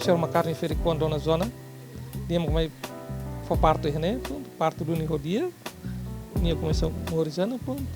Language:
Tetum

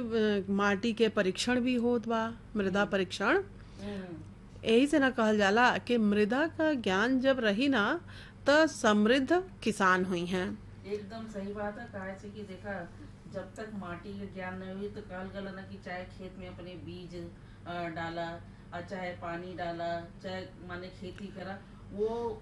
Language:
Bhojpuri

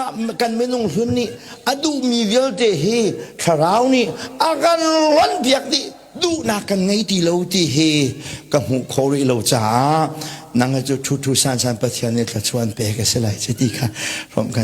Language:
Hakha Chin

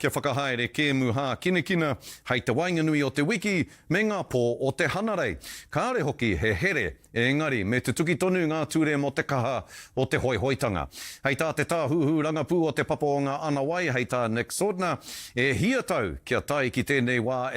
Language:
Māori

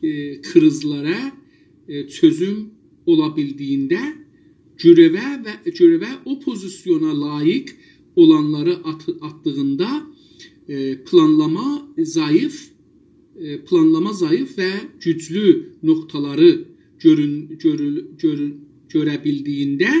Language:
South Azerbaijani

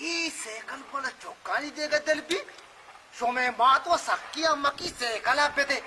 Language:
Baluchi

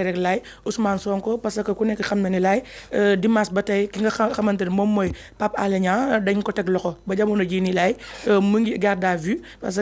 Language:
Wolof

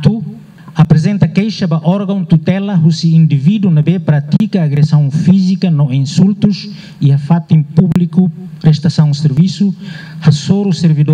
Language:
Tetum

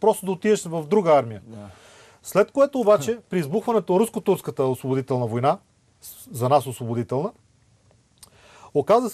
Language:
Bulgarian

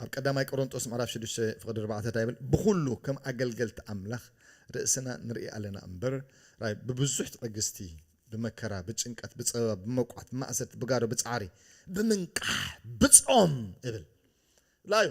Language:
Tigrinya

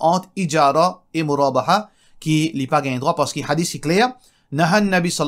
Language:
Morisyen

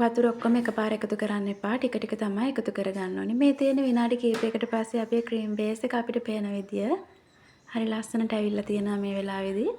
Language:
Sinhala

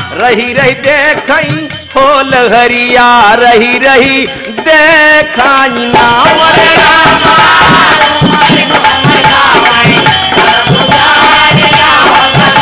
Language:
Bhojpuri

